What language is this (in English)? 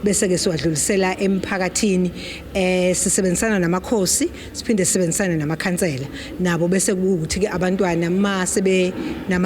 Zulu